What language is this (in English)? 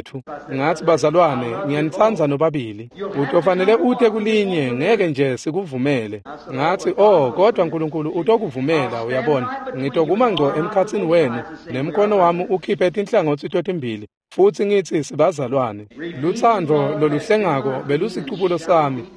Swati